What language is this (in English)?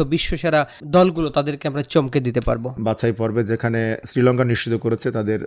Bangla